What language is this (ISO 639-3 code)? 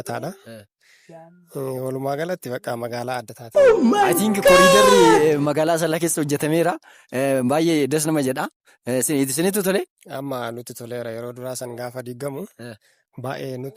orm